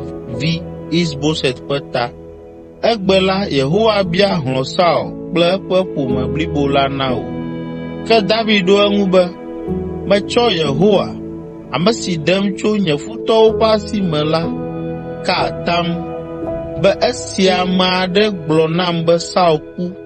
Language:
Ewe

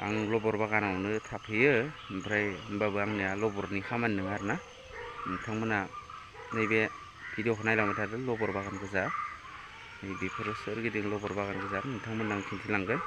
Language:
Bodo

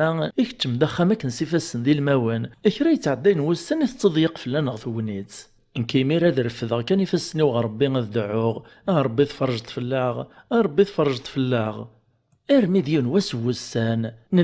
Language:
Kabyle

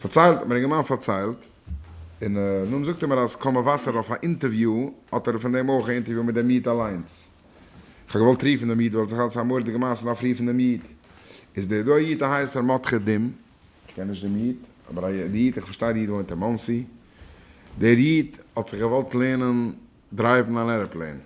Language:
Yiddish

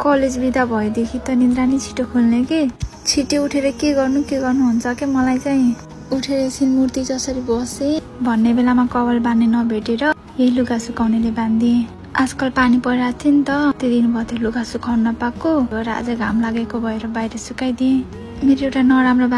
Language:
Nepali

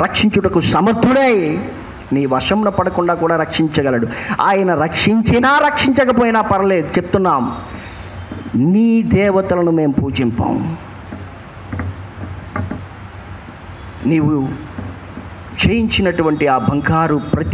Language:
Telugu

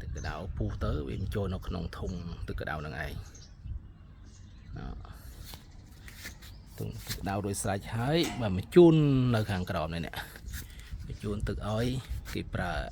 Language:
Khmer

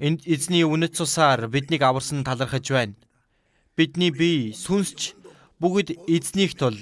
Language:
Mongolian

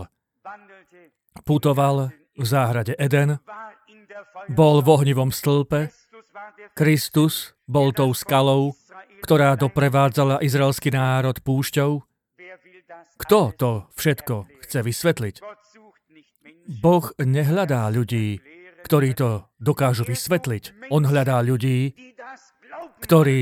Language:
Slovak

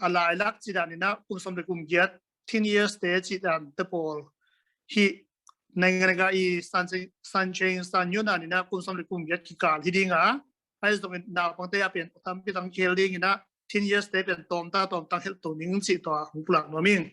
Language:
Tedim Chin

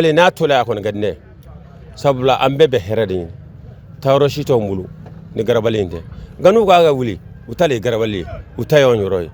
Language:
Bambara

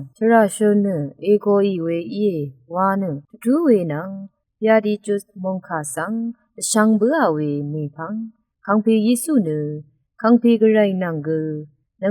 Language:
Rawang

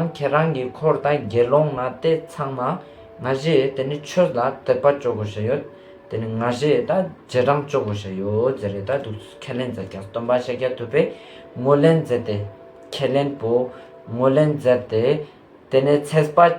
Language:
Ladakhi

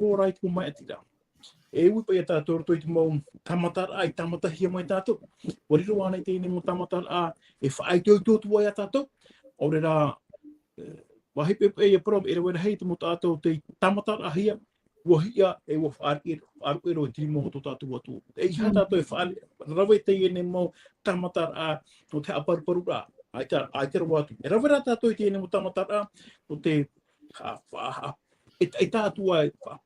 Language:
Tahitian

